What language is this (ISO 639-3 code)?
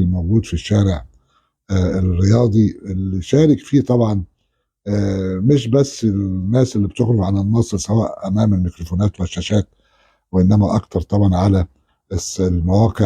arz